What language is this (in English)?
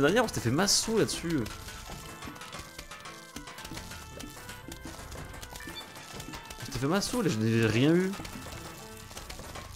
French